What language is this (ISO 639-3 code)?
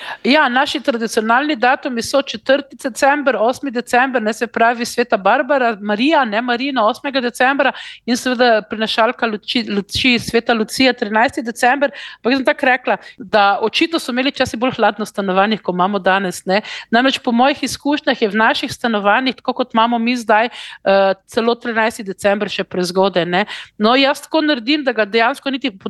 slv